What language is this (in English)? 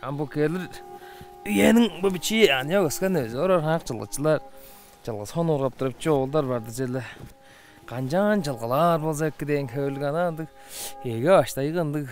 Tuvinian